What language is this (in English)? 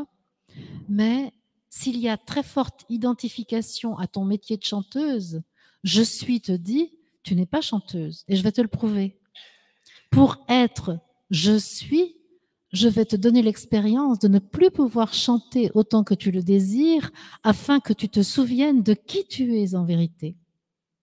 French